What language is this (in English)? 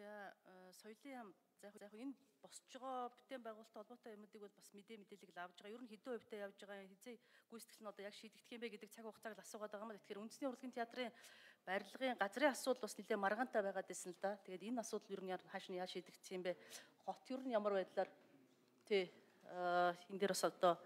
Mongolian